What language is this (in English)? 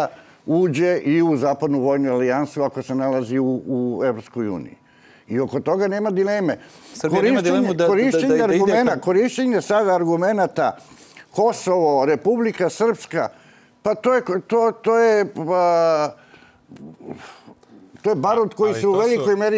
Serbian